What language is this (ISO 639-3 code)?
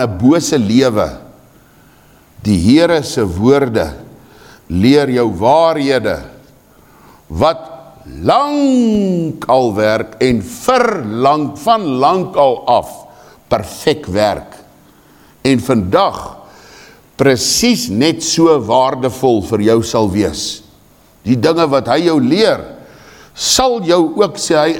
afr